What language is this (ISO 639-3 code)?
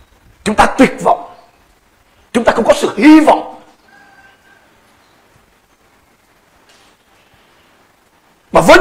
vie